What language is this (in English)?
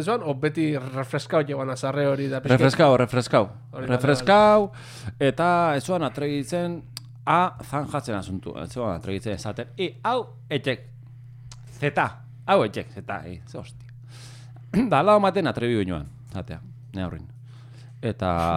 Basque